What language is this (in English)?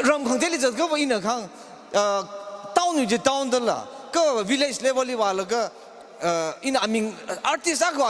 Tangkhul Naga (India)